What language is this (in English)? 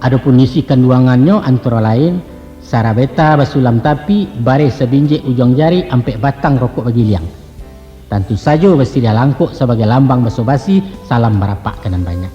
Minangkabau